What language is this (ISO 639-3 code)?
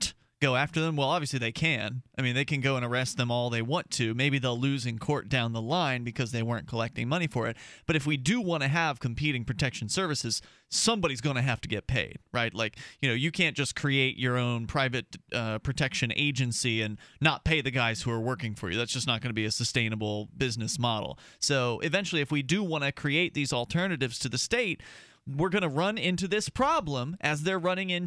eng